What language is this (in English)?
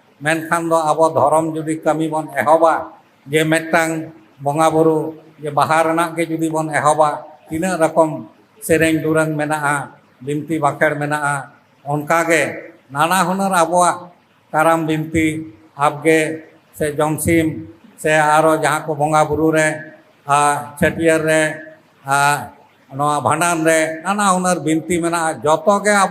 Santali